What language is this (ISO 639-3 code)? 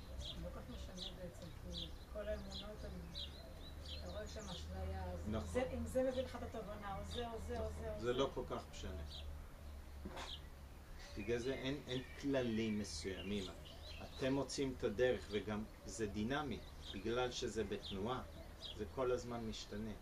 heb